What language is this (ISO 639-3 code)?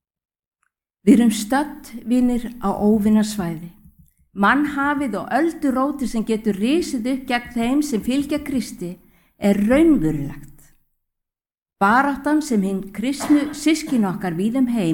isl